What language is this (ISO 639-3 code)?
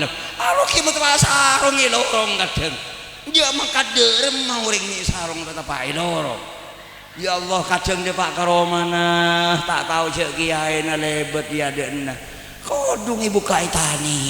mad